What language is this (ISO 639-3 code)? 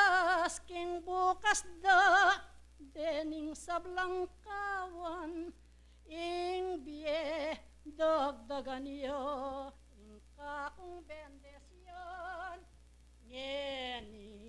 pam